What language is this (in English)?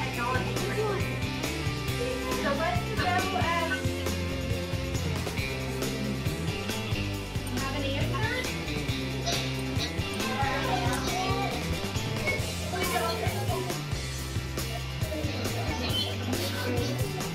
English